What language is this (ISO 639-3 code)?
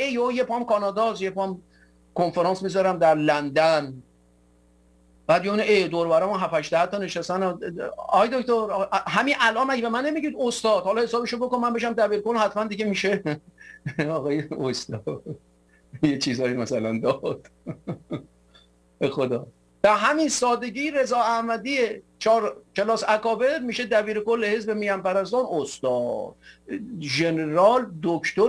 fas